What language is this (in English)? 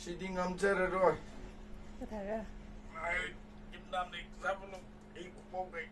Tangkhul Naga (India)